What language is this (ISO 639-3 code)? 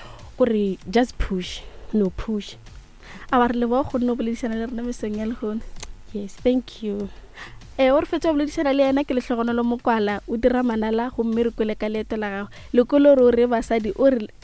nso